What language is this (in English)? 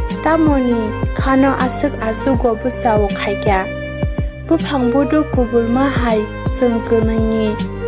Kok Borok